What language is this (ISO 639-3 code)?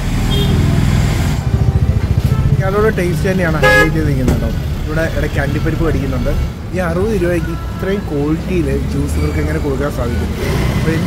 mal